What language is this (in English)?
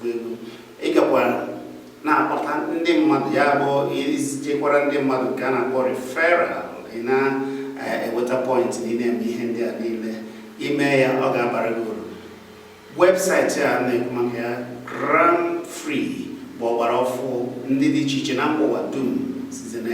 Igbo